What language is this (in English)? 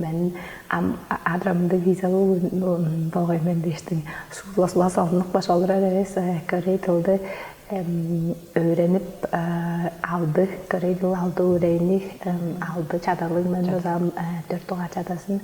Tuvinian